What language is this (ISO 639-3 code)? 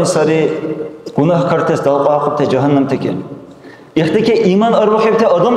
dar